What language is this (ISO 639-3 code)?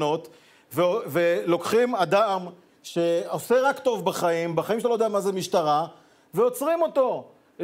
heb